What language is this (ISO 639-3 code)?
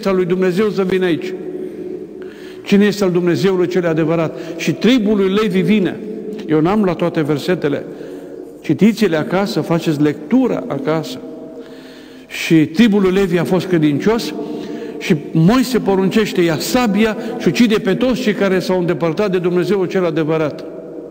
ron